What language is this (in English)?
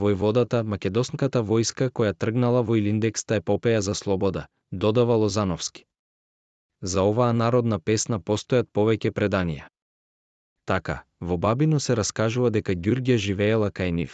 Macedonian